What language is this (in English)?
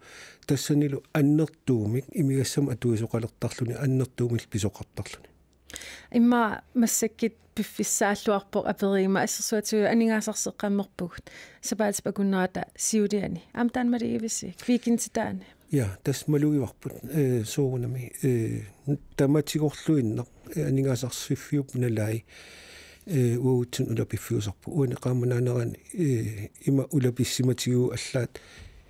Kalaallisut